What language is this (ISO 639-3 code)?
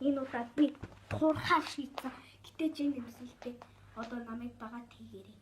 mon